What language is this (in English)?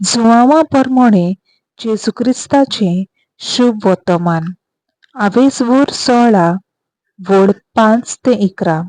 Konkani